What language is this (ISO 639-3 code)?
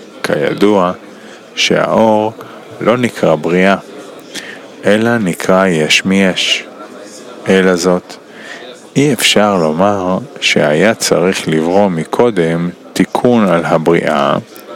heb